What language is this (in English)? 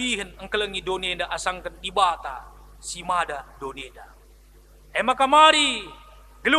Batak Karo